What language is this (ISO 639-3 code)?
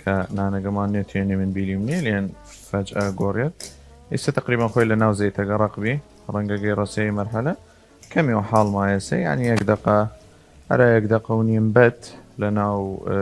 sdh